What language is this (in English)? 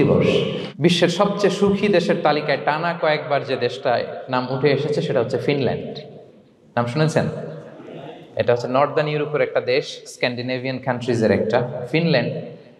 Bangla